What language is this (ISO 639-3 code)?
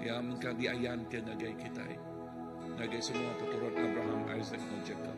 iba